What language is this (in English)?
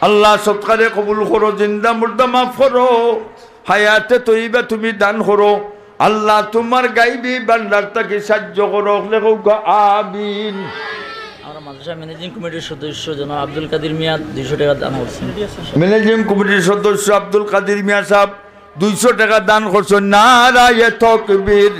Sylheti